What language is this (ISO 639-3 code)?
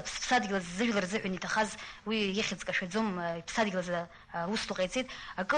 abk